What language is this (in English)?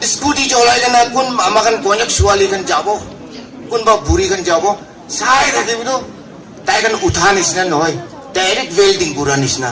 Naga Pidgin